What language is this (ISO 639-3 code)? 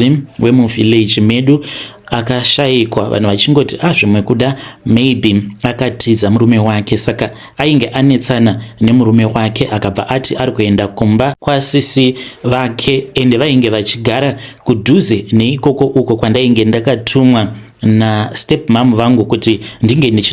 sna